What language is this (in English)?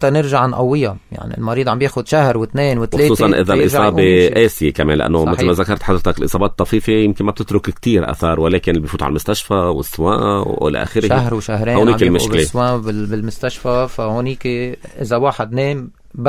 North Levantine Arabic